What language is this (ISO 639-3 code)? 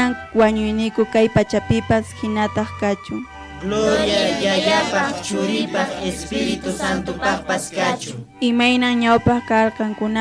que